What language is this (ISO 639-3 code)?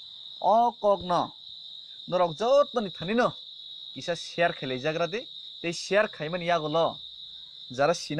trp